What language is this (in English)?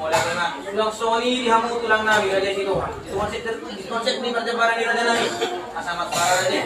Batak Toba